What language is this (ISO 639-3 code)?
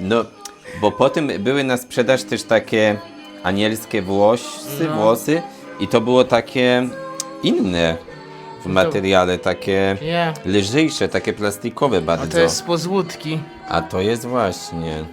szl